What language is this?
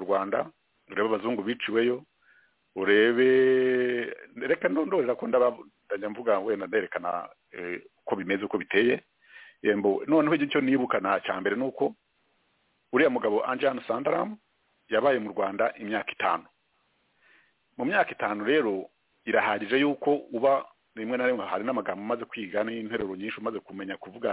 Kinyarwanda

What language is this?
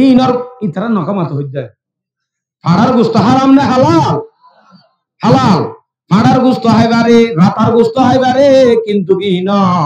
Rohingya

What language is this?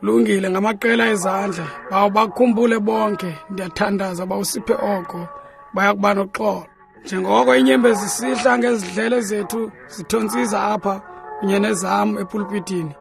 Xhosa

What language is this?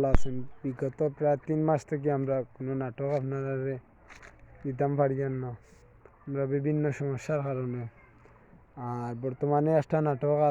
Sylheti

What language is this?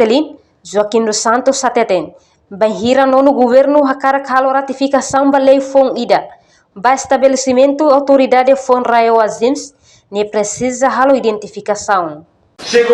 Tetum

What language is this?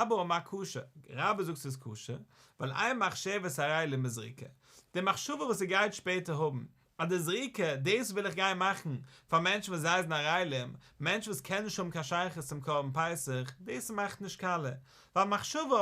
Yiddish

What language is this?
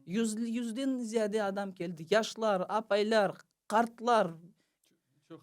Crimean Tatar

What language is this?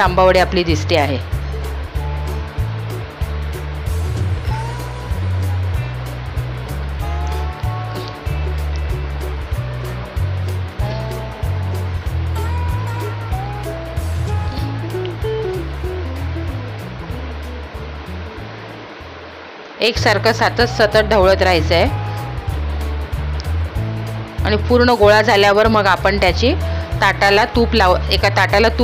Marathi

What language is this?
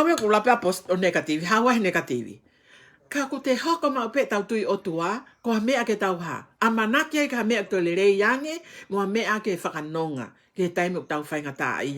Tongan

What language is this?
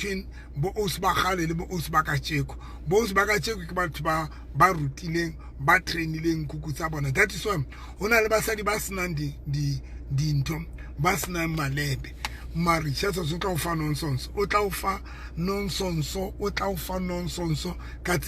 Southern Sotho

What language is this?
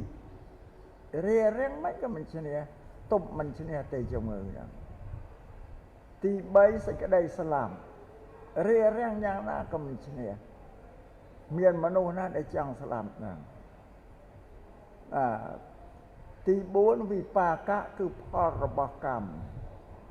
Khmer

